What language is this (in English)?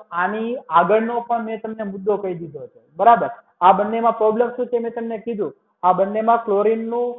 Gujarati